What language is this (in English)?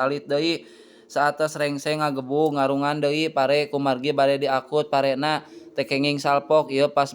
Sundanese